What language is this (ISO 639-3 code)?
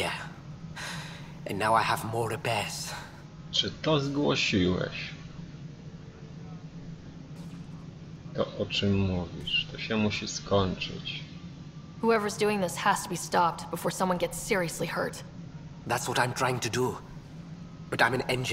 pol